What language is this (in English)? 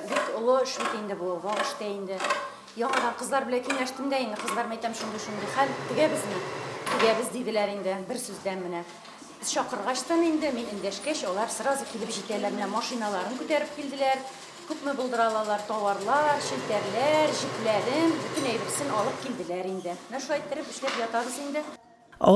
Tatar